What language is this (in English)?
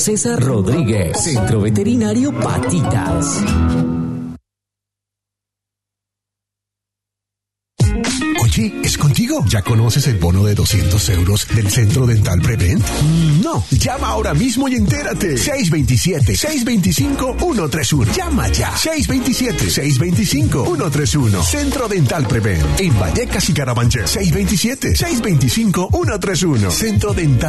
Spanish